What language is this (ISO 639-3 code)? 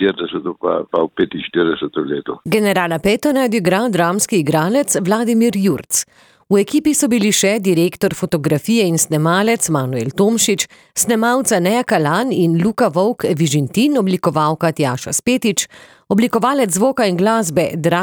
slv